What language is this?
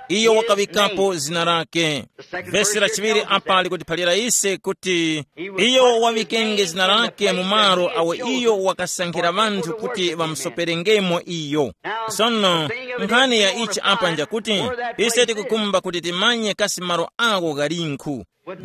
Tumbuka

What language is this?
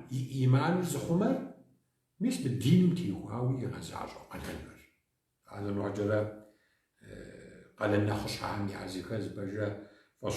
Kabardian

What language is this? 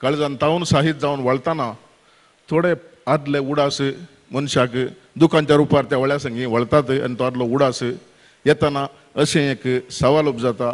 Konkani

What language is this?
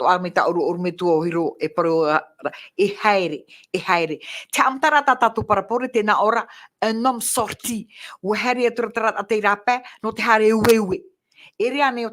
Tahitian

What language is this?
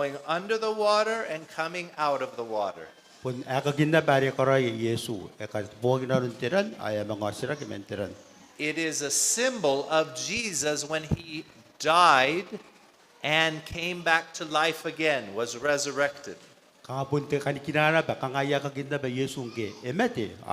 Gilbertese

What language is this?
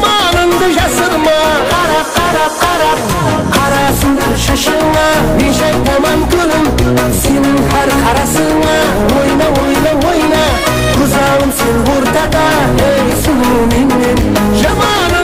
Kara-Kalpak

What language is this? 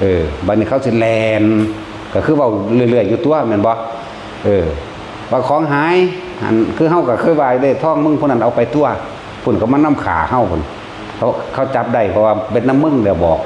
Northeastern Thai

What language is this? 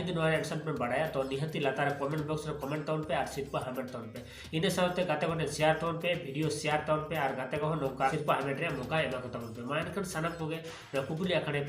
Santali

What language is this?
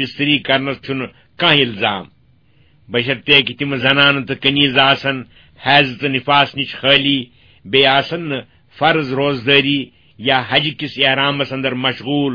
Kashmiri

